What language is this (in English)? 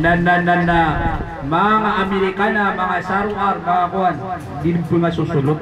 Maranao